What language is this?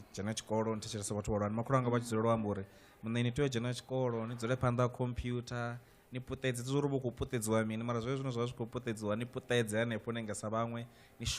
Venda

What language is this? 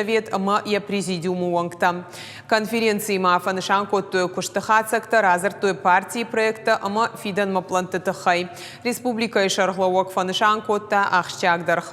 Ossetic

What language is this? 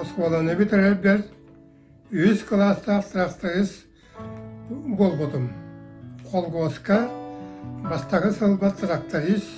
Yakut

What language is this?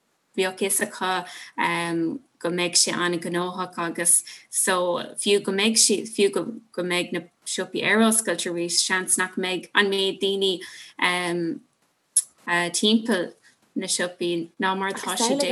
Irish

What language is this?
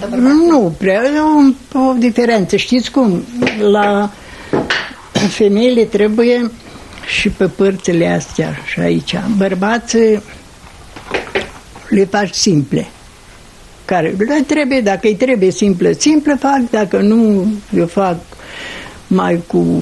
Romanian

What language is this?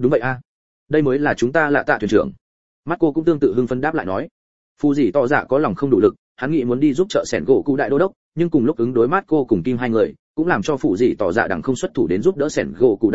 Vietnamese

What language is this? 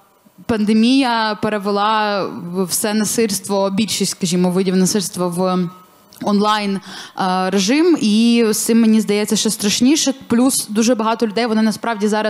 Ukrainian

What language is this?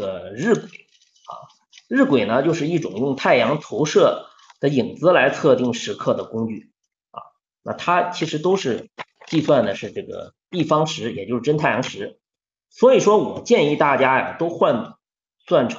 Chinese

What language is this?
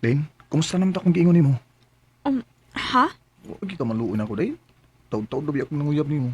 Cebuano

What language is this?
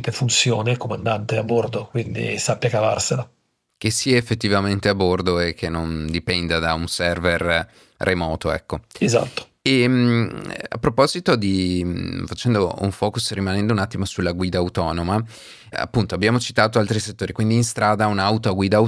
Italian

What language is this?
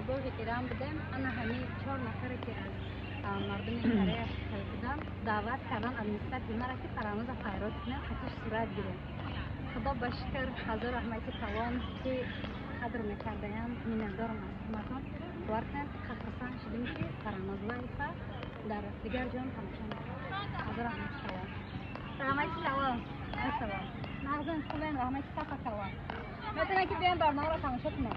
Tajik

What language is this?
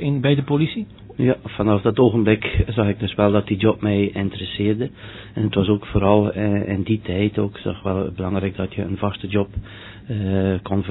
Dutch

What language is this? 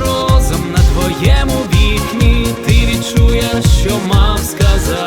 Ukrainian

